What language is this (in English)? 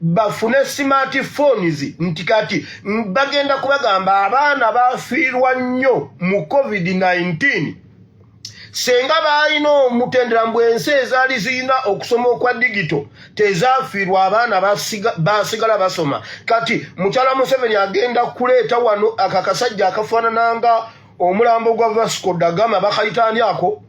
Ganda